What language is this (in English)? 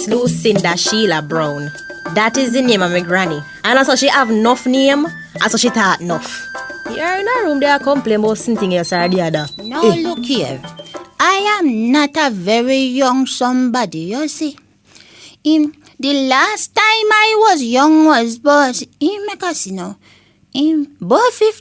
Jamaican Creole English